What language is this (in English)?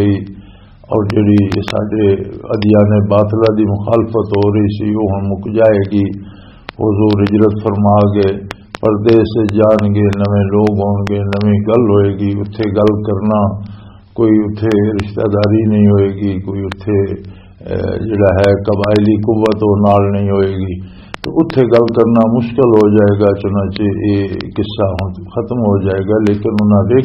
Western Panjabi